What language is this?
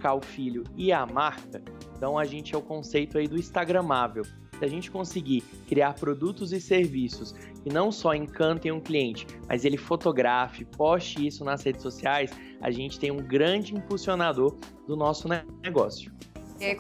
Portuguese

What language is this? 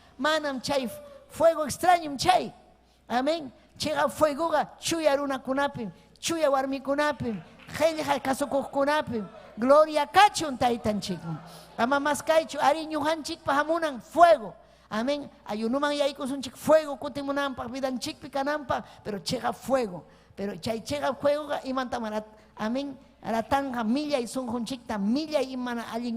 Ayacucho Quechua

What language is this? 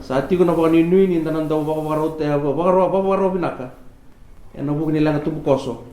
Fijian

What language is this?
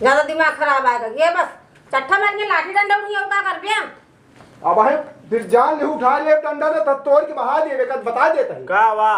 Awadhi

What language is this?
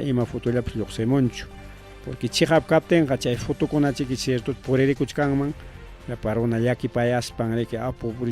Ayacucho Quechua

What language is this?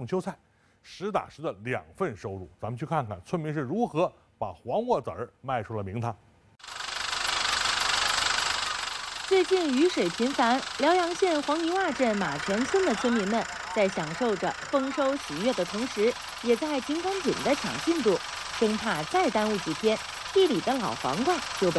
Chinese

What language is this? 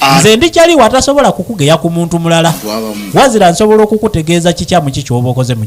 Ganda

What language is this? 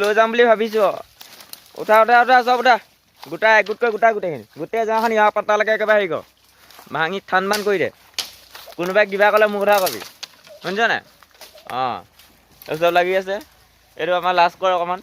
Assamese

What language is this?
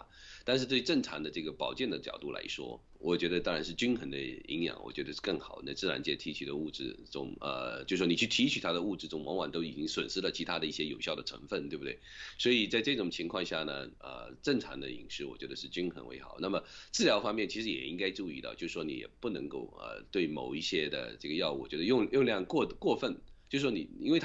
Chinese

